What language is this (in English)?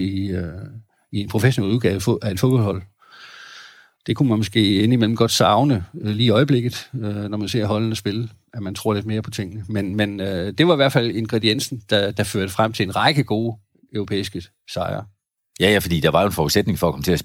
Danish